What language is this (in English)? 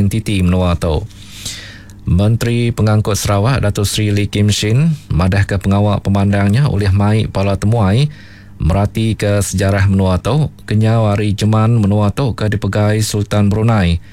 Iban